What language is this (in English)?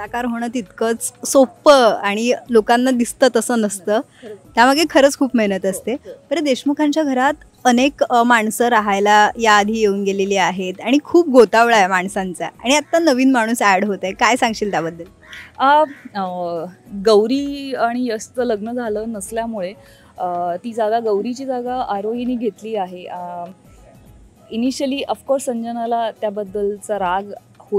Marathi